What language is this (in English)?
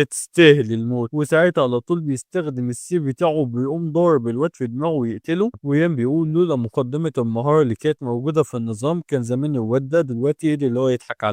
Egyptian Arabic